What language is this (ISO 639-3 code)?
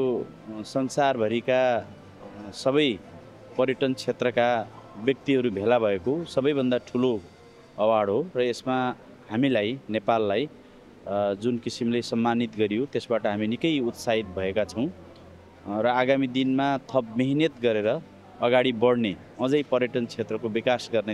nep